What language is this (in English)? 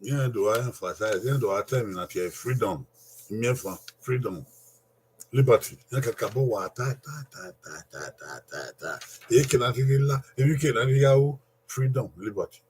Bini